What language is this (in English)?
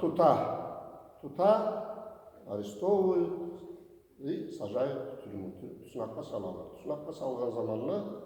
Kumyk